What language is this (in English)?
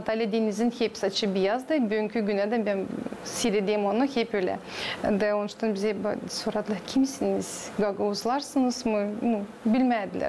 Gagauz